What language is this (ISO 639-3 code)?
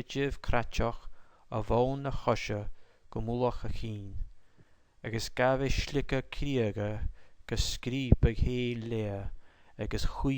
gla